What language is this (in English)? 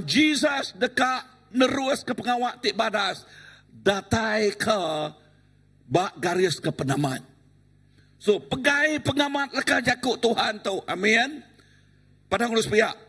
Iban